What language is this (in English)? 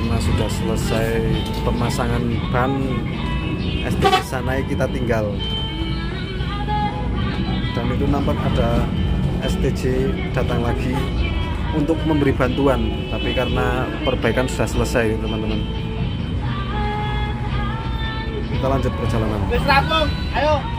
Indonesian